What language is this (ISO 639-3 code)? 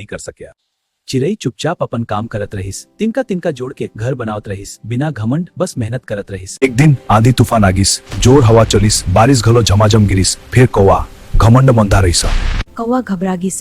hne